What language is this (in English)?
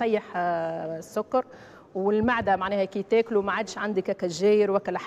Tunisian Arabic